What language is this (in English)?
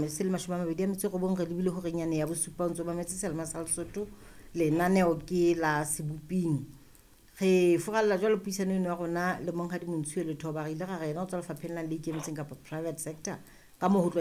Southern Sotho